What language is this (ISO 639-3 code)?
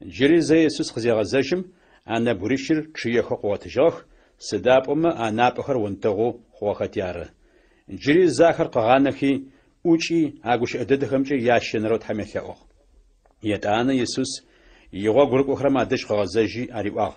ady